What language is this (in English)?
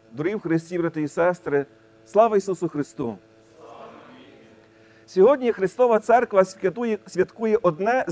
Ukrainian